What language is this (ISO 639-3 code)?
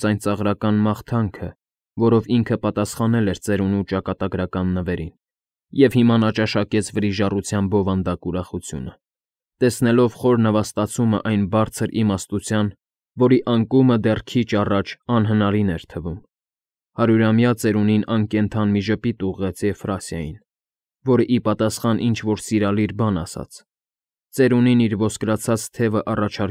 hye